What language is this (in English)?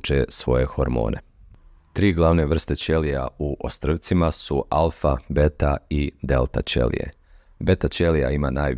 Bosnian